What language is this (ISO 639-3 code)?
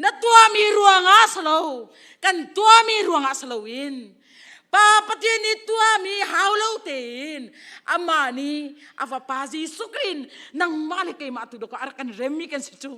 cnh